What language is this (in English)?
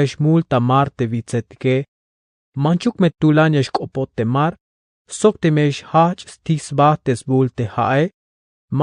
Tzeltal